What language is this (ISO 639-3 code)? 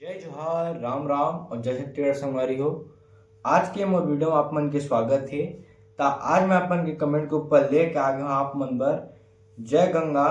hne